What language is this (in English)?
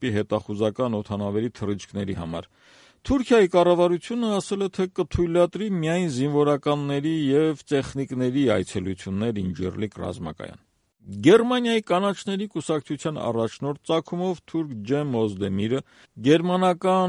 Armenian